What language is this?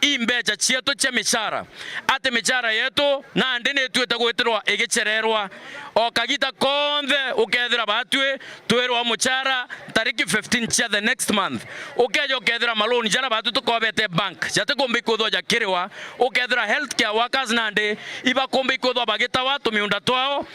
Meru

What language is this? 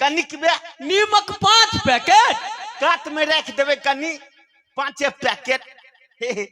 Maithili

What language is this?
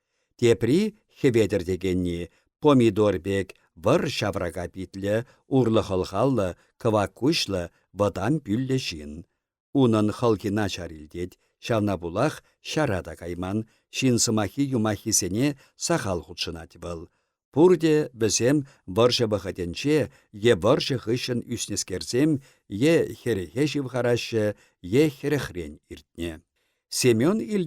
Chuvash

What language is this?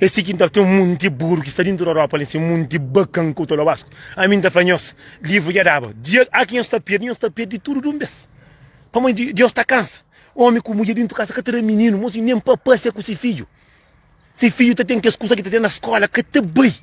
Kabuverdianu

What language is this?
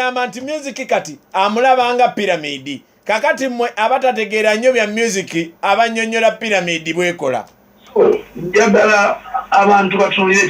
Ganda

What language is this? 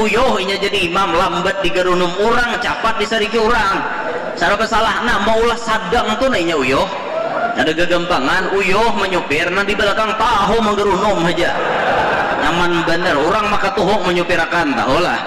Banjar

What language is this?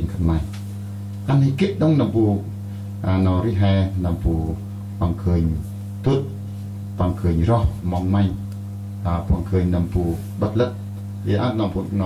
Central Mnong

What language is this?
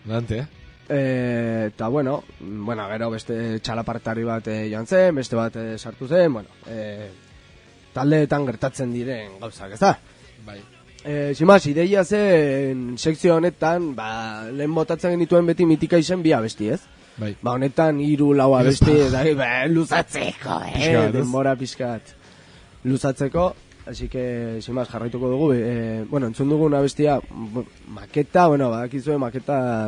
Basque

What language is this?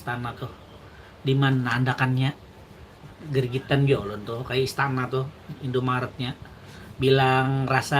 Banjar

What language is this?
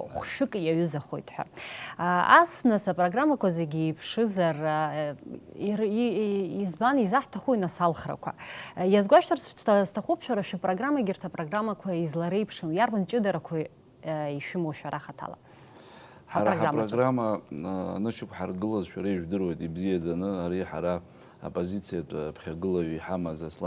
Abkhazian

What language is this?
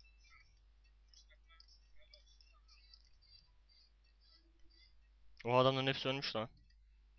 Turkish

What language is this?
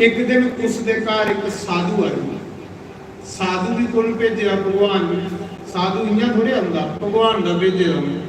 Dogri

